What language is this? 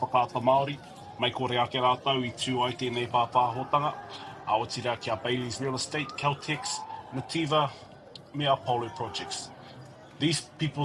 Māori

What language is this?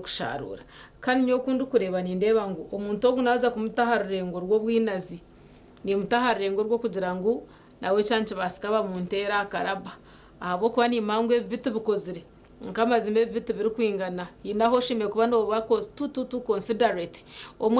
Nyankole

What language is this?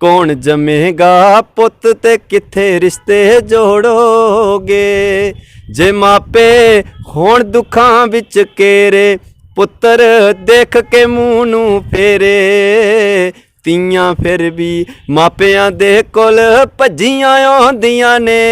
Dogri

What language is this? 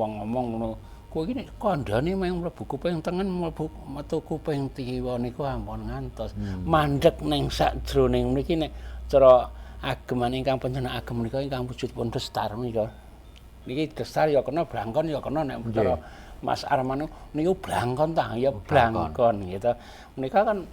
Javanese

